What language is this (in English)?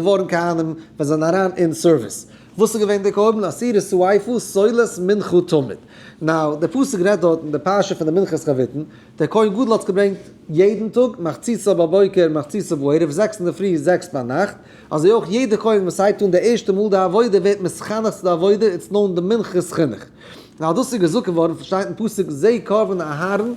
Yiddish